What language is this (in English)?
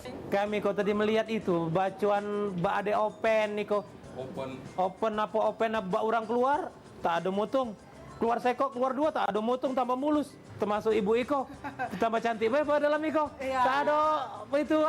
Musi